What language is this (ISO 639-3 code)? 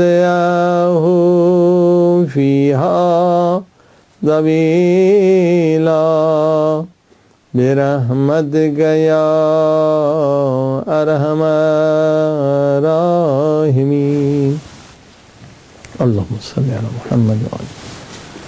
urd